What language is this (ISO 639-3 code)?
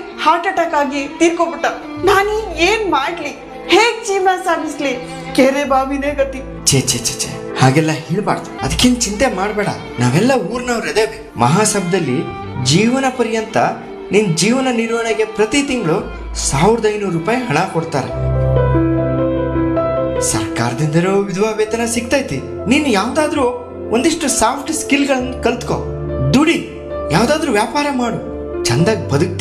kan